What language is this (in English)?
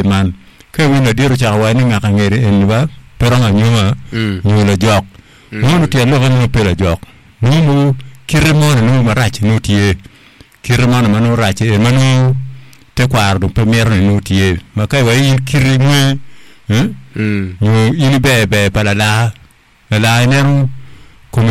Acoli